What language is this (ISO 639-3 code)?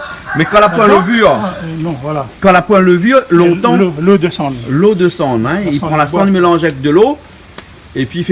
rcf